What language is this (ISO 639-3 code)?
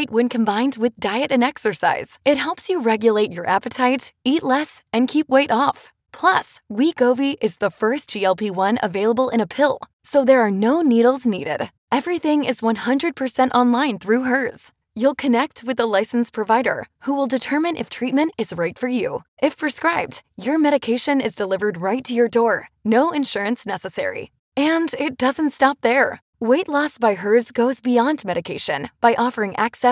eng